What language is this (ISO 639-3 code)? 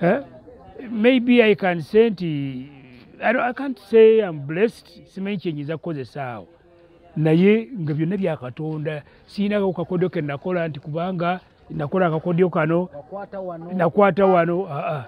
lug